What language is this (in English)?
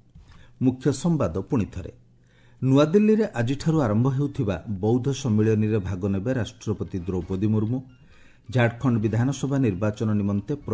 Odia